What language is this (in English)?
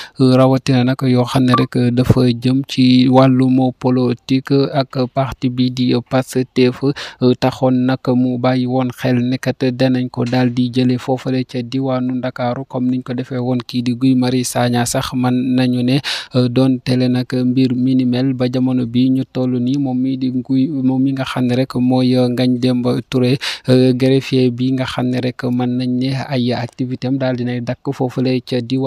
Wolof